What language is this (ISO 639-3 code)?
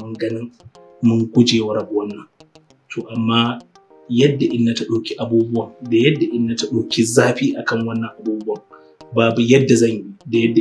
hau